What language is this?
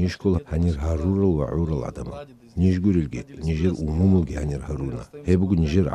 Avaric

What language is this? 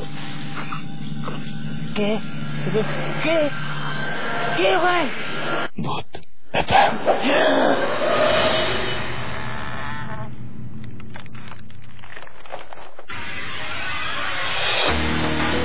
Bangla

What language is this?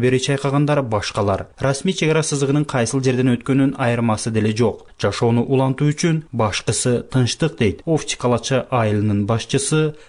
Kyrgyz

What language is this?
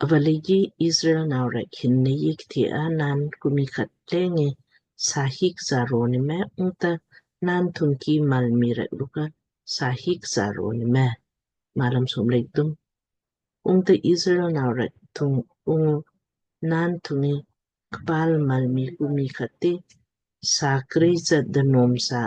Lamkang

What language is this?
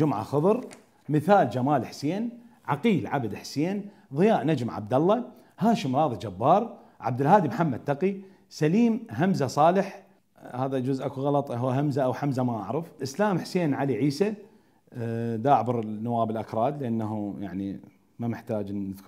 Mesopotamian Arabic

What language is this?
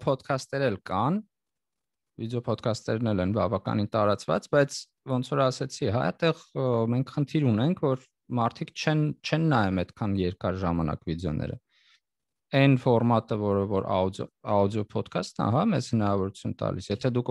Armenian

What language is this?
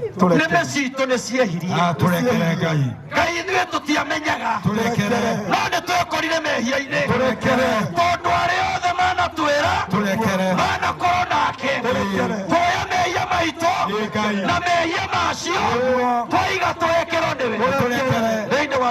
Kikuyu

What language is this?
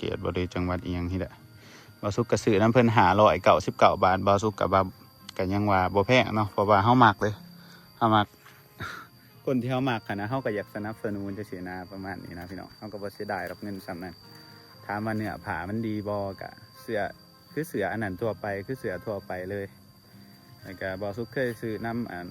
Lao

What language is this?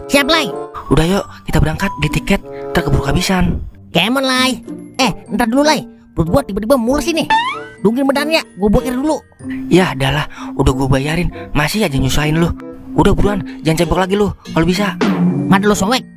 Betawi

